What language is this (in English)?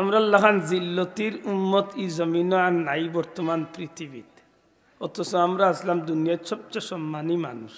Sylheti